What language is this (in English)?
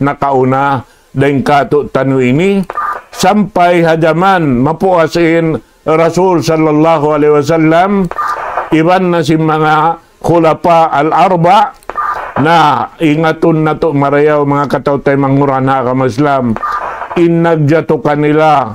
Tausug